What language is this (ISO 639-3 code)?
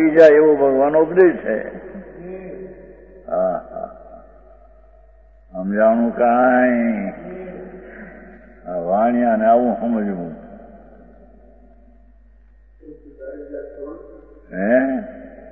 guj